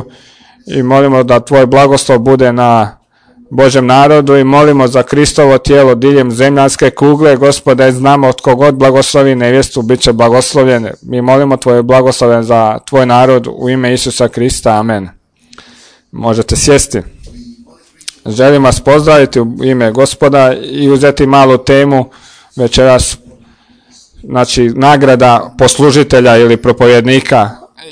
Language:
Croatian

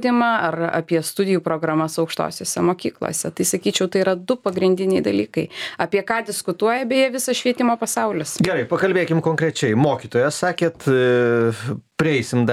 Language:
Lithuanian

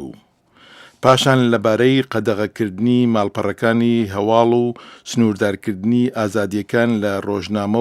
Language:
Central Kurdish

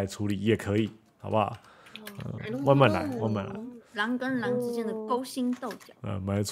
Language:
Chinese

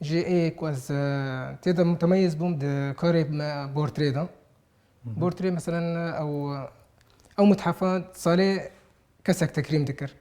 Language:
Kurdish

